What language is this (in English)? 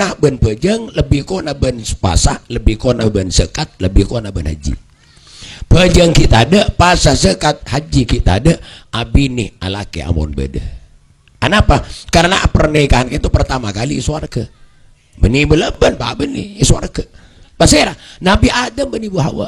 Madurese